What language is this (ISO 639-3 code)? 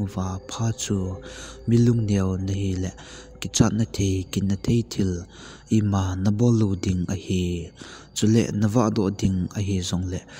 tcz